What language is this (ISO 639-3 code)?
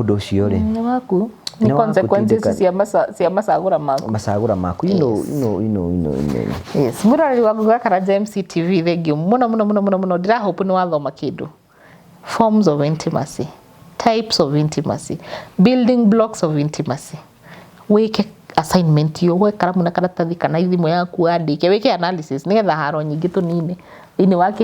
kik